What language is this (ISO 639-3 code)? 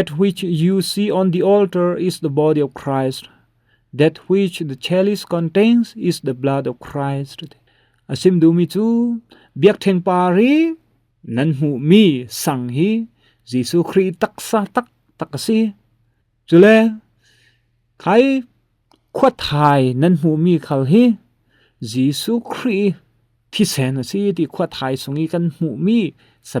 cfm